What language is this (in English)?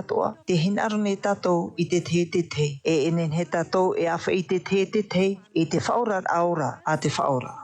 Tahitian